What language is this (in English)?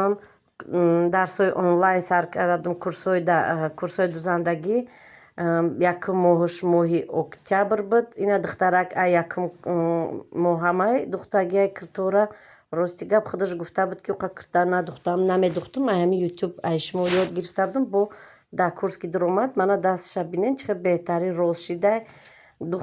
Tajik